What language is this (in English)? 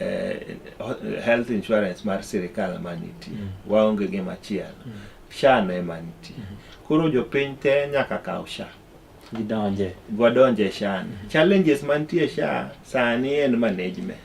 Luo (Kenya and Tanzania)